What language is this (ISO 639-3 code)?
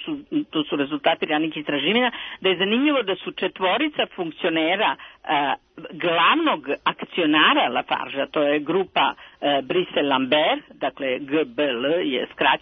srp